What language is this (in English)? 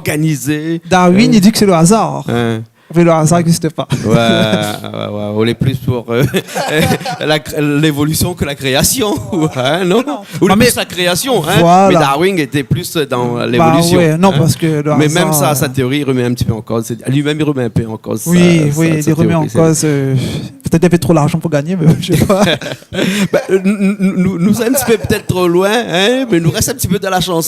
Réunion Creole French